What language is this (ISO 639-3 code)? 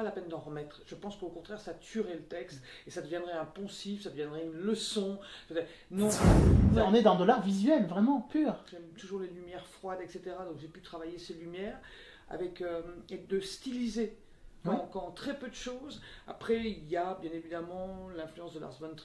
fra